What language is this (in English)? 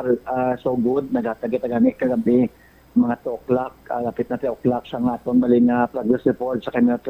Hiligaynon